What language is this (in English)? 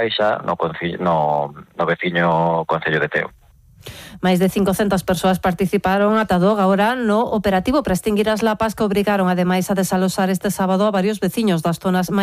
Galician